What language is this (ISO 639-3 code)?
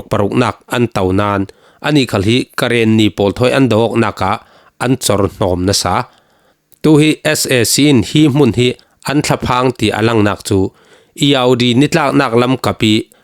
cfm